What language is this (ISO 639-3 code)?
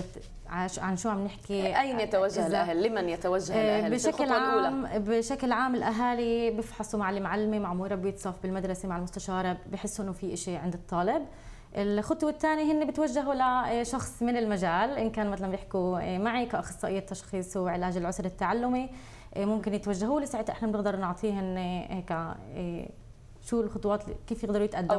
ajp